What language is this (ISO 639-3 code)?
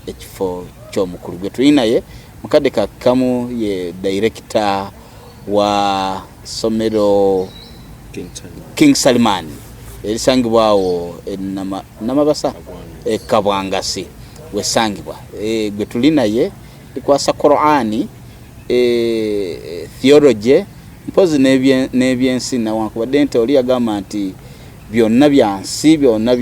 lug